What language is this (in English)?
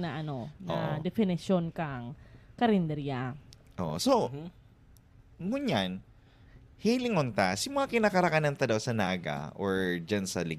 Bikol